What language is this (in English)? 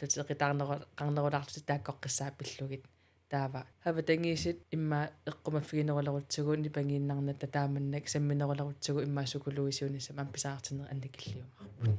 Kalaallisut